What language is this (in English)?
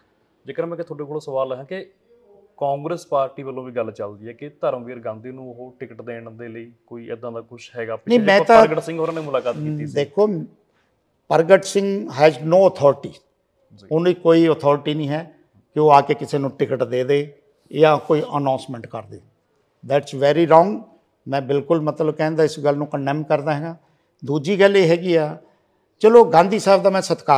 Punjabi